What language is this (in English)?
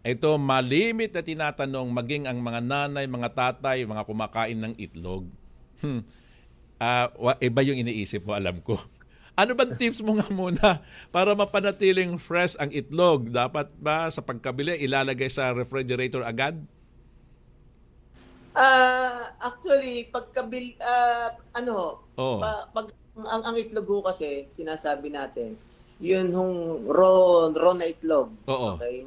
Filipino